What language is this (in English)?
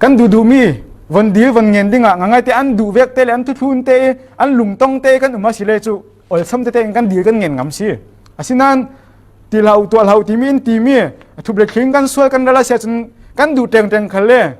Falam Chin